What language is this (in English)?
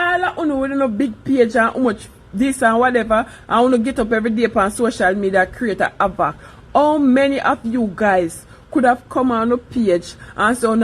Jamaican Creole English